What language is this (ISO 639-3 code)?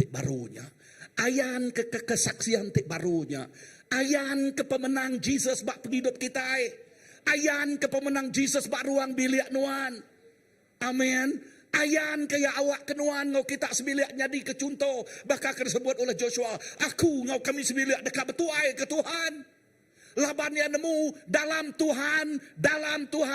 iba